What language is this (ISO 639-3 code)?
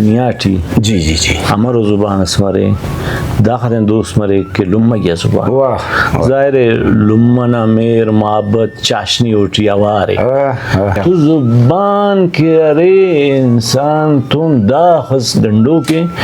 brh